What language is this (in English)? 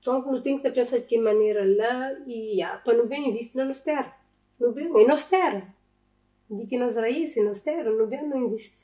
Kabuverdianu